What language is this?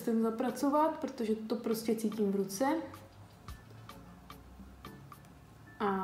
Czech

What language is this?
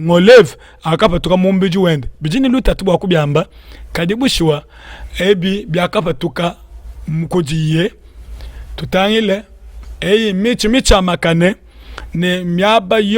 Luba-Lulua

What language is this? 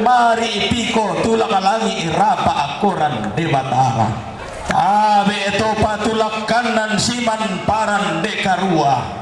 Toraja-Sa'dan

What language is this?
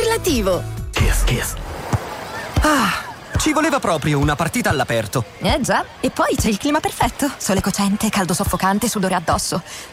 Italian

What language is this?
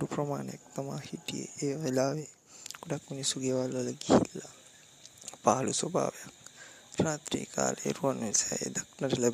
Sinhala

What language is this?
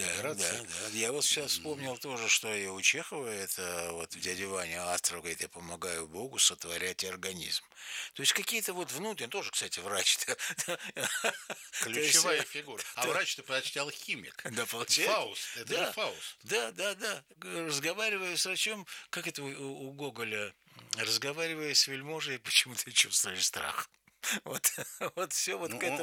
Russian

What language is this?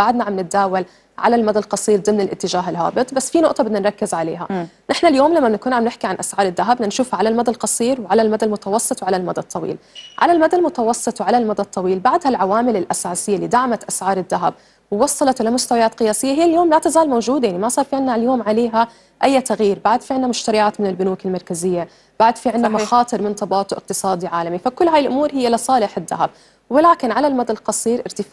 North Levantine Arabic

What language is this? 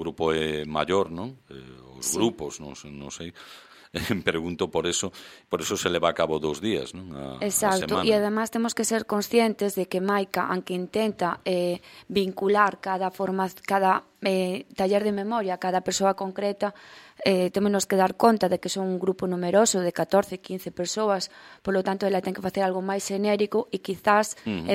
Galician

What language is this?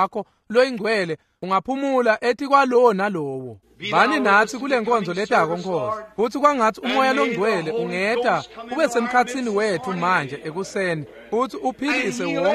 Swati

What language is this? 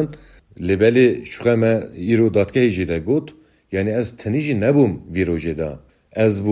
Kurdish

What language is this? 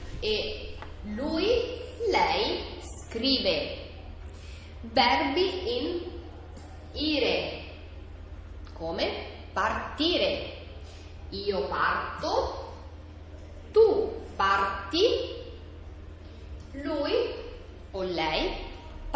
Italian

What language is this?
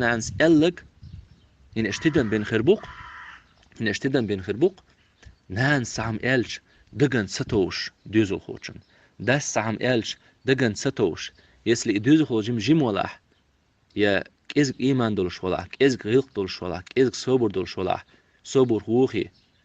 Chechen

